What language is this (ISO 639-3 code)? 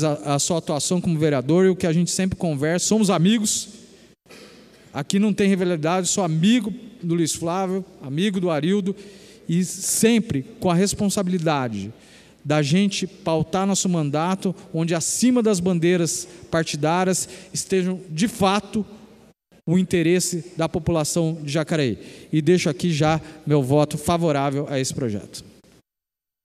por